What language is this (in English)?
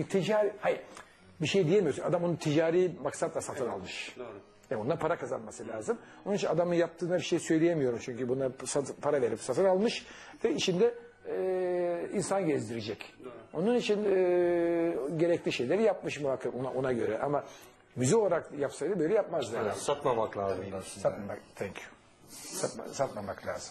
Turkish